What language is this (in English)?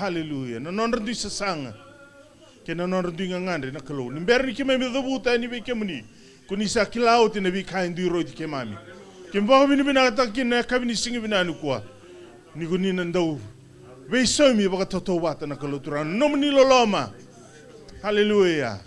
Fijian